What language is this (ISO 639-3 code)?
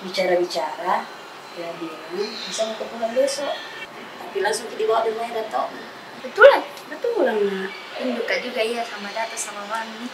mfp